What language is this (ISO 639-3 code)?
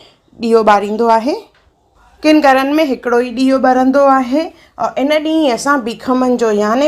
snd